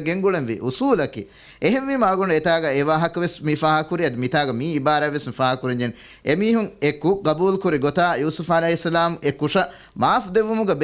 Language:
Divehi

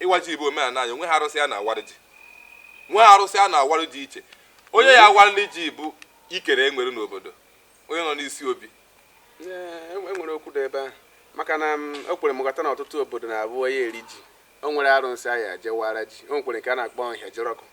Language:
Igbo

